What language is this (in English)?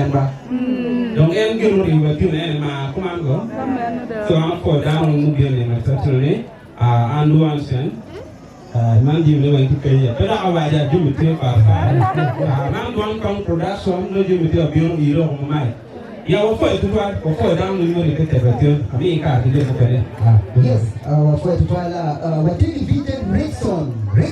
Acoli